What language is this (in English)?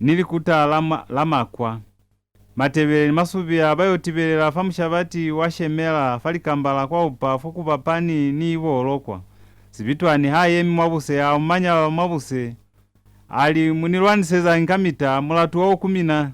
Lozi